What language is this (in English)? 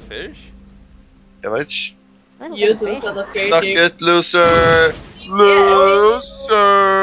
Faroese